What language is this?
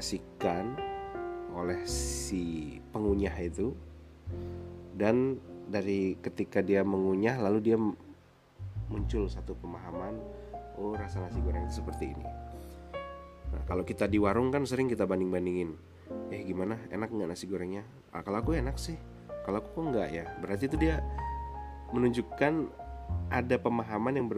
Indonesian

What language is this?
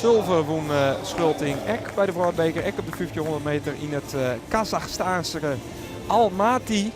Western Frisian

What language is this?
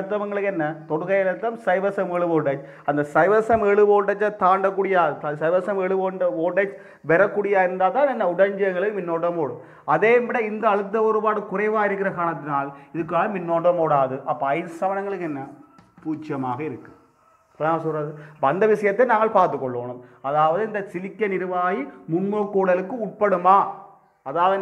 Tamil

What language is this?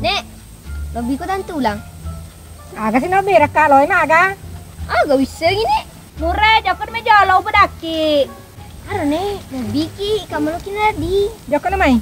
Buginese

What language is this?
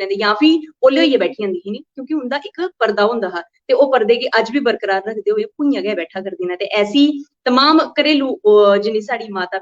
Dogri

